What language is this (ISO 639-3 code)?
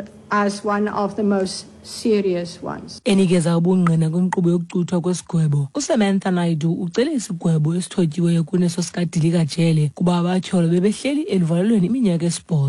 xho